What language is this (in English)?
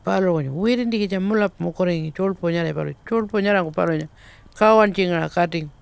Pitjantjatjara